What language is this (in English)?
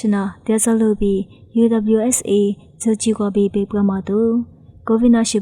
Lisu